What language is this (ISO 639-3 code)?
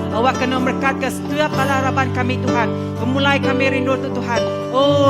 iba